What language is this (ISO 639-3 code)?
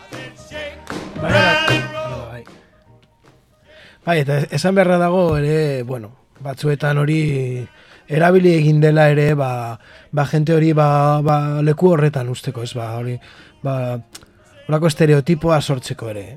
eus